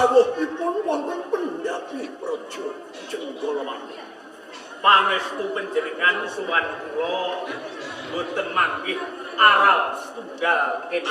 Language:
Javanese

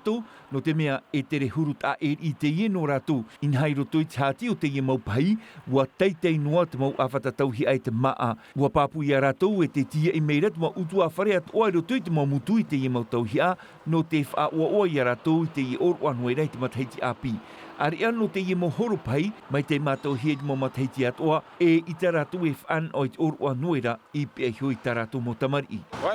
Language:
Tahitian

